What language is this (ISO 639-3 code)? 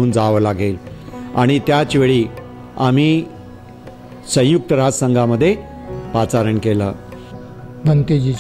mar